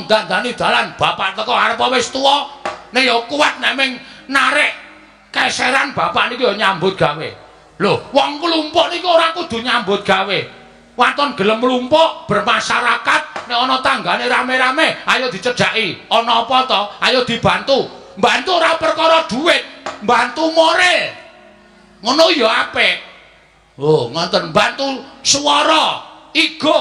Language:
Javanese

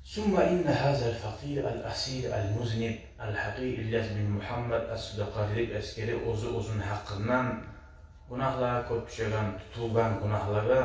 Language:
Kumyk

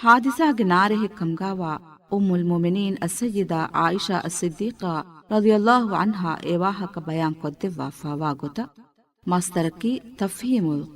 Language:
Divehi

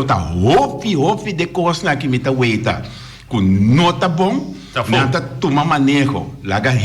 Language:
Papiamento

